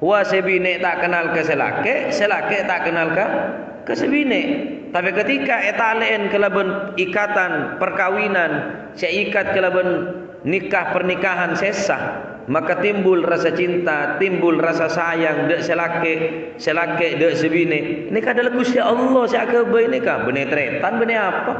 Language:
Madurese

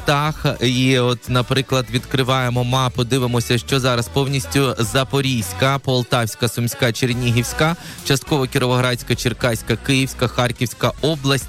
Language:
Ukrainian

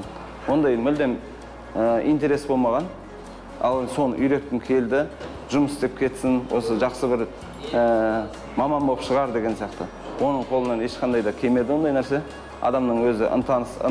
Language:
Kazakh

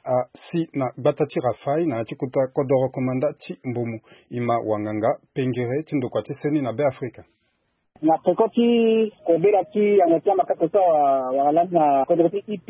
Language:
Sango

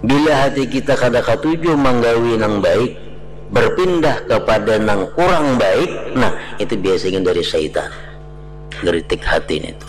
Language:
Banjar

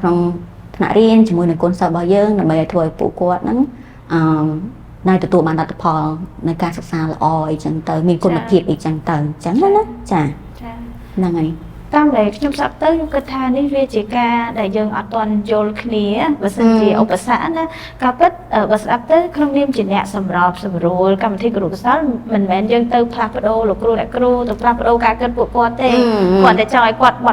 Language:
Khmer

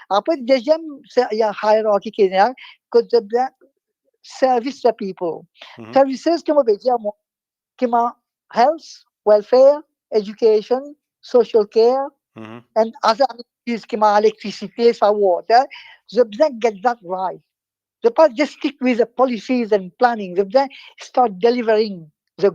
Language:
Morisyen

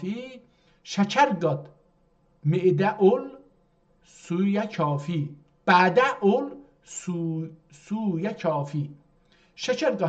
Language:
South Azerbaijani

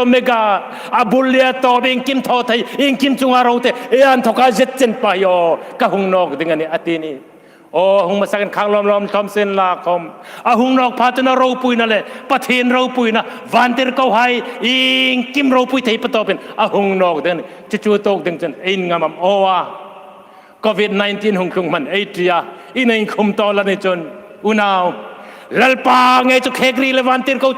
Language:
Hmar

